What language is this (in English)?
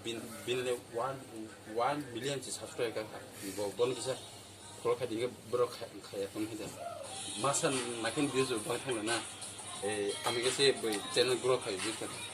Kok Borok